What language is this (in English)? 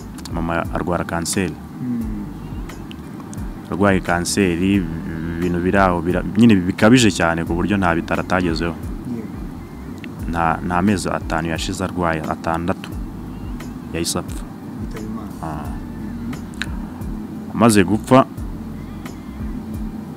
Kinyarwanda